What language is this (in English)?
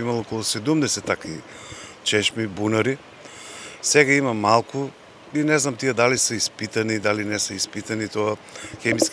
Macedonian